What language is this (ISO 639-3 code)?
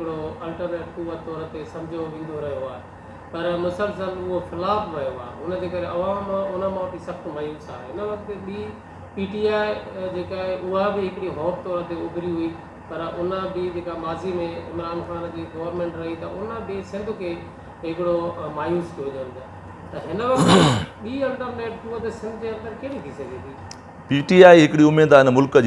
snd